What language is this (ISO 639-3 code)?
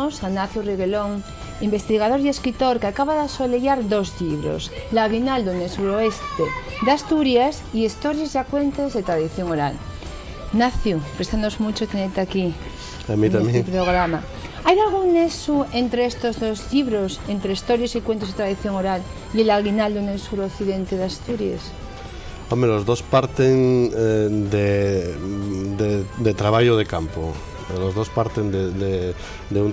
ast